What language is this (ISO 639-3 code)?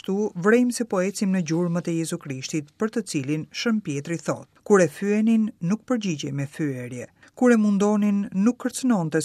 sqi